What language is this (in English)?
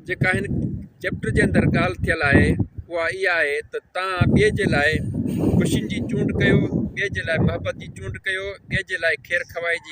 Sindhi